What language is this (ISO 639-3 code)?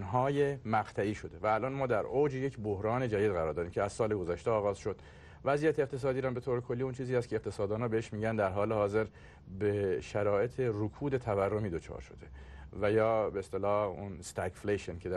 fas